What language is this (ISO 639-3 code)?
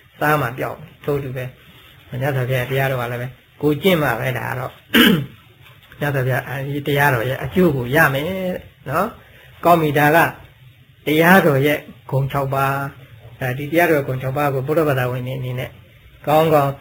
mya